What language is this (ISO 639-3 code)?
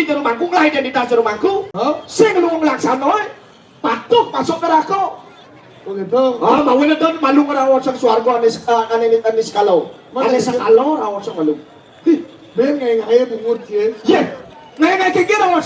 ban